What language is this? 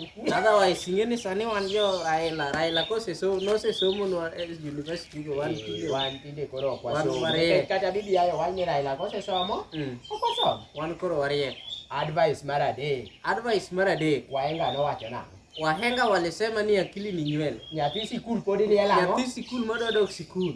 Luo (Kenya and Tanzania)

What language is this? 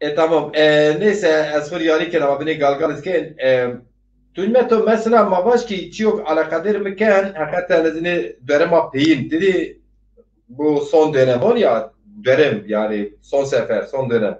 Zaza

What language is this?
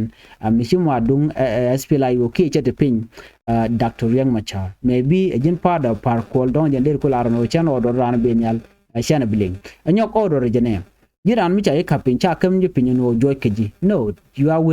Nuer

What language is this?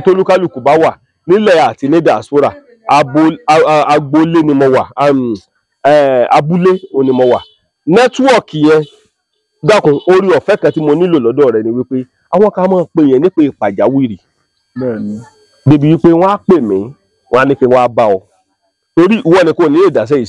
Yoruba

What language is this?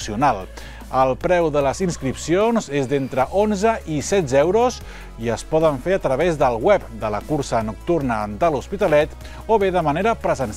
Catalan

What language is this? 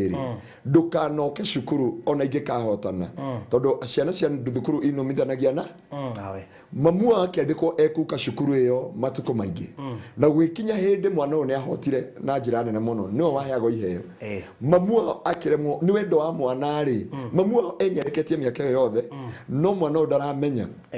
Kikuyu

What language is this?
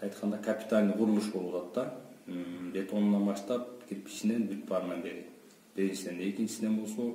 Kyrgyz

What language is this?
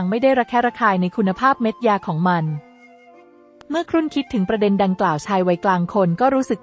Thai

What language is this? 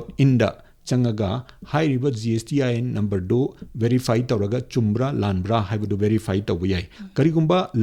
Manipuri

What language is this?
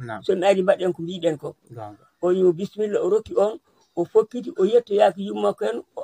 Fula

